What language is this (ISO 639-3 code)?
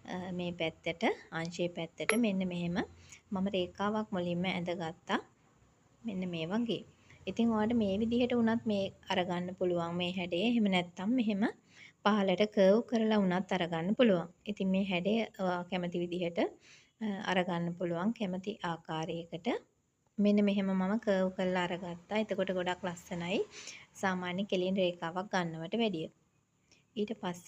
sin